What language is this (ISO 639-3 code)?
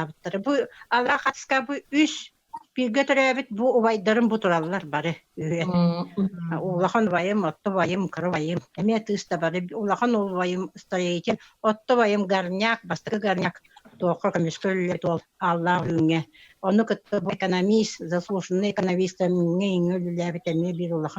sah